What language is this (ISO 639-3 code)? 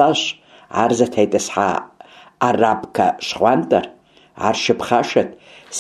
kbd